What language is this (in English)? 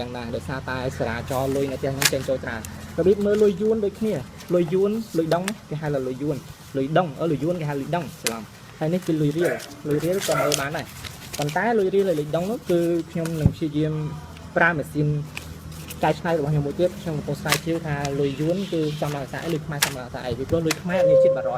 Khmer